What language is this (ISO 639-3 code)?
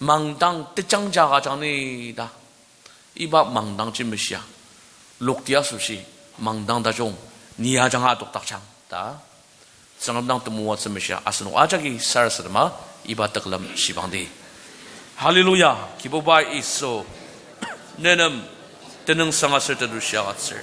njo